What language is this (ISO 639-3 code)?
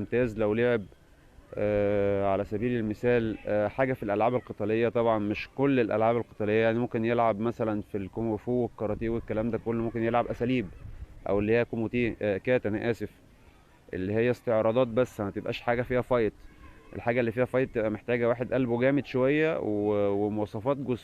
arz